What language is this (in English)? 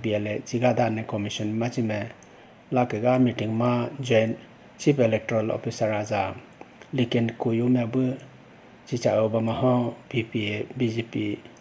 Idu-Mishmi